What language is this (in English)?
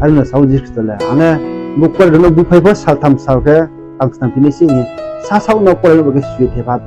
Riang (India)